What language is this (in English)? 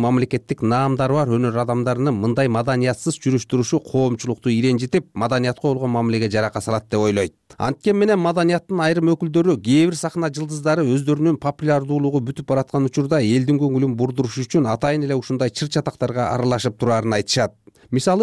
Kyrgyz